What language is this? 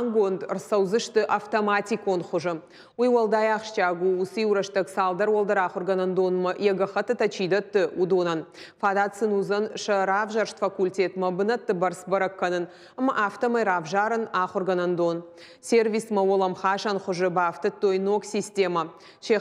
Ossetic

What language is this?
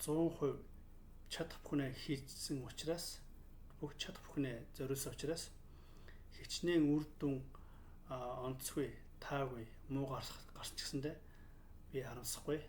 Mongolian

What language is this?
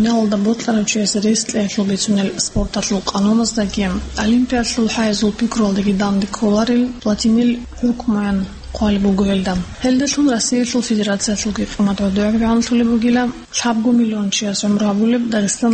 Avaric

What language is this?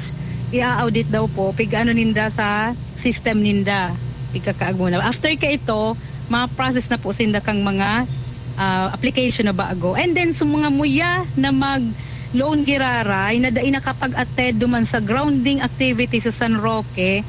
Bikol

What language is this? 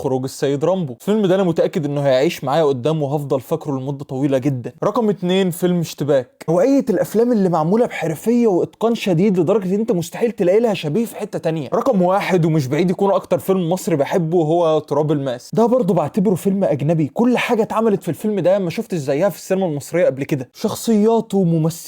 Egyptian Arabic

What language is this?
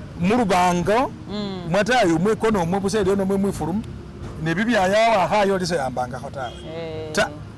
Masaaba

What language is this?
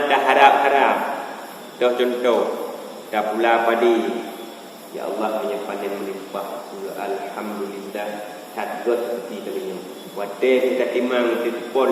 Achinese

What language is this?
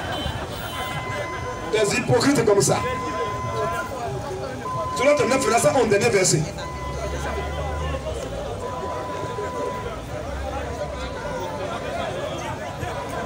French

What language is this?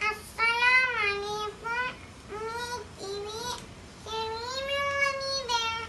Divehi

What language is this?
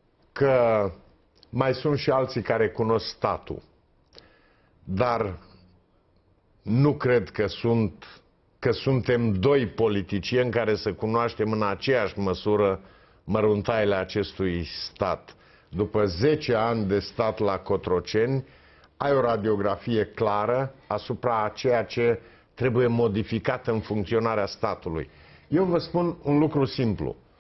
Romanian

